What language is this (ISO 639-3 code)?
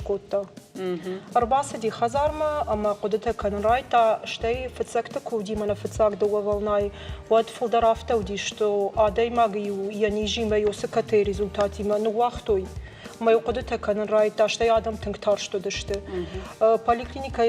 oss